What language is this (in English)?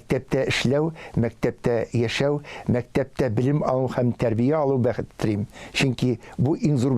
Tatar